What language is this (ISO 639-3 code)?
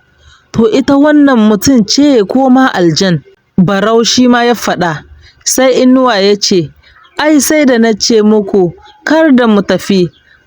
hau